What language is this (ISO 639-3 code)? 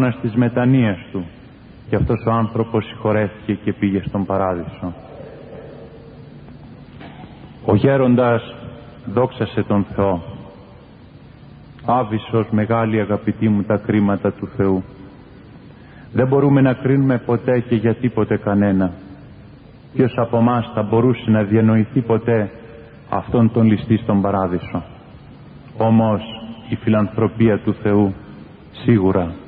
ell